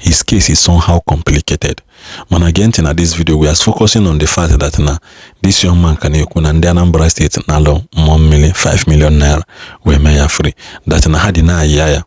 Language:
Igbo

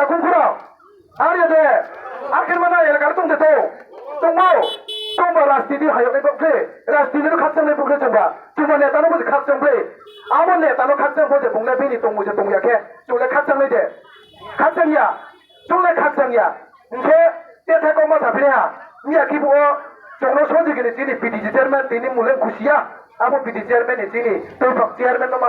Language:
Riang (India)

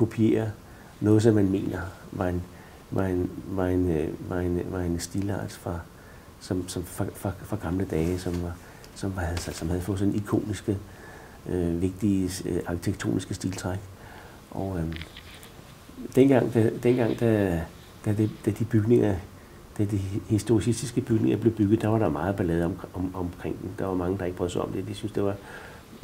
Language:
Danish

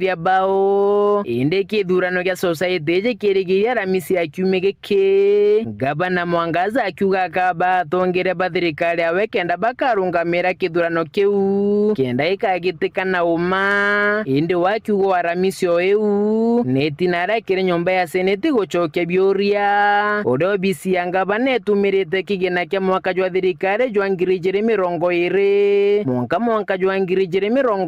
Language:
Meru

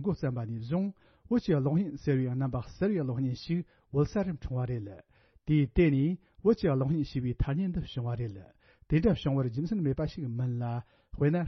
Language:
Tibetan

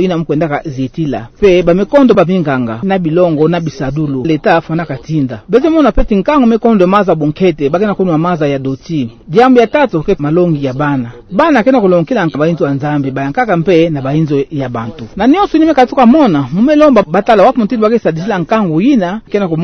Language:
Kituba (Democratic Republic of Congo)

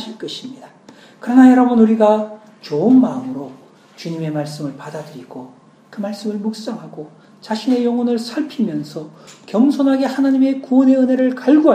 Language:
Korean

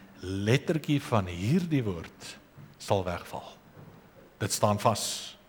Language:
Afrikaans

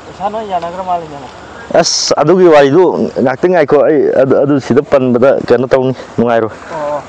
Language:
Manipuri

